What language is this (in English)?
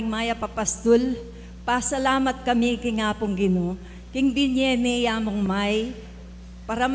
Pampanga